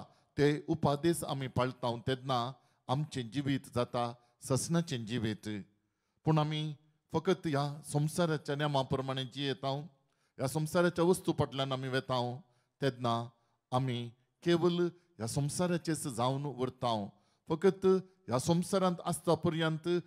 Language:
Konkani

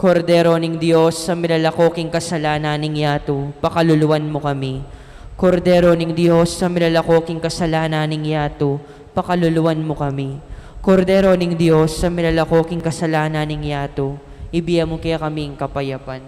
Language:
Pampanga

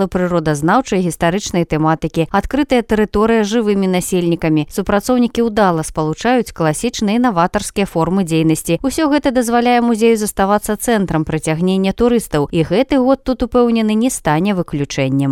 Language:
Belarusian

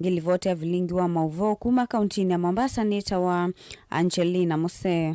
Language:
Kamba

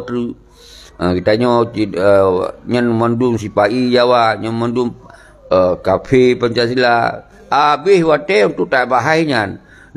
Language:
Achinese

